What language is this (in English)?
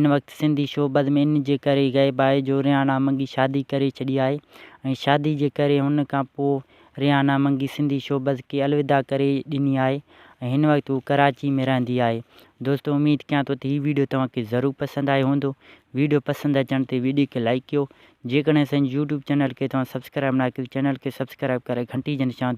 Sindhi